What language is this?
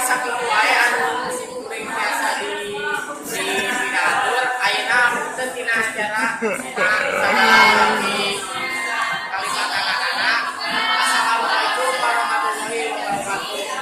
Sundanese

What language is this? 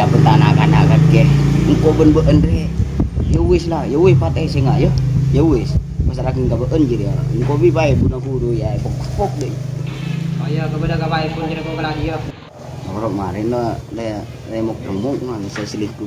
Madurese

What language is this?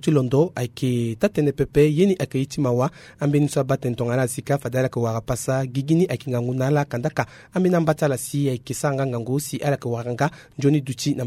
Sango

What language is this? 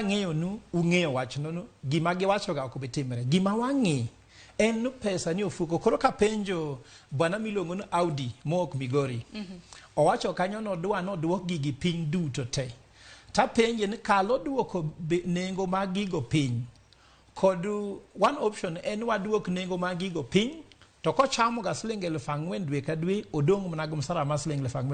Luo (Kenya and Tanzania)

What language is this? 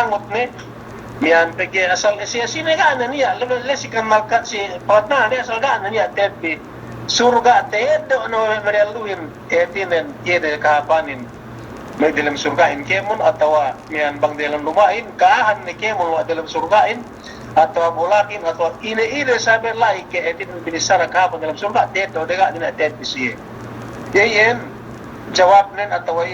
Yakan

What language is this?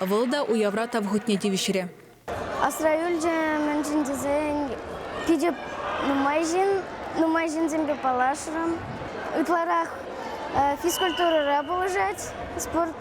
Chuvash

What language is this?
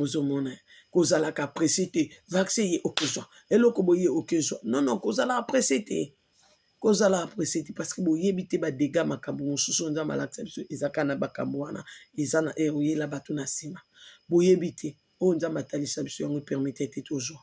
Lingala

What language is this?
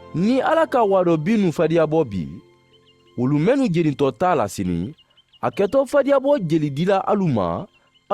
Mandingo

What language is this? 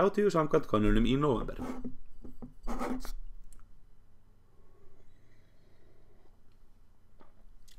Icelandic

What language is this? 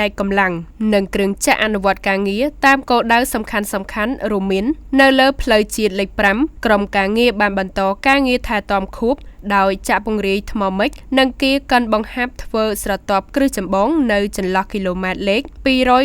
Khmer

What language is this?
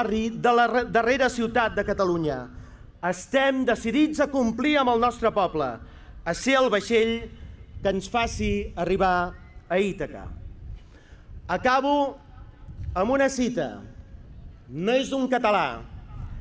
Catalan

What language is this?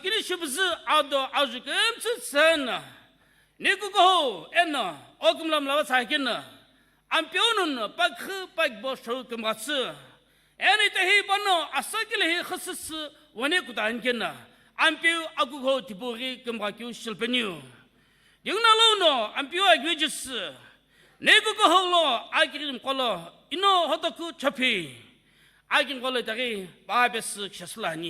Sumi Naga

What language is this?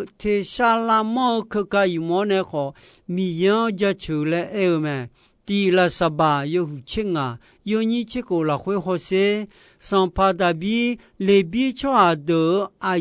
Akha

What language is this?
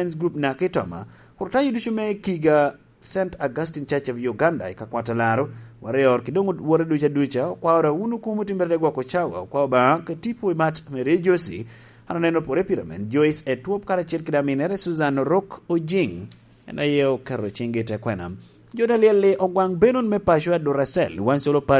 Lango (Uganda)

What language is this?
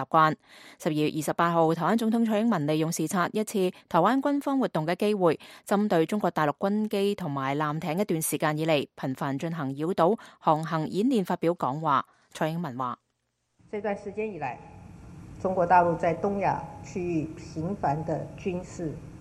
Cantonese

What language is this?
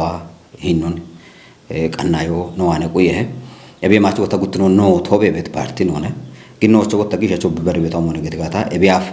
Kafa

